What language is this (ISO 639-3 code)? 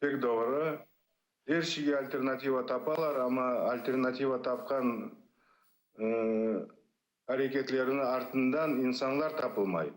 crh